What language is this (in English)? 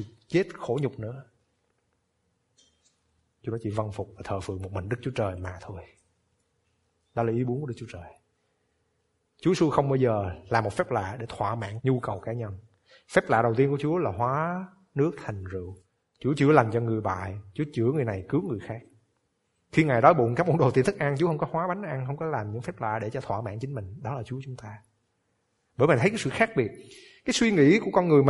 Vietnamese